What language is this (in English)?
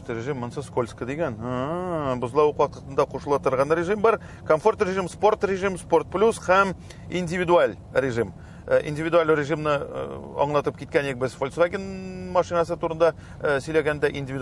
Tatar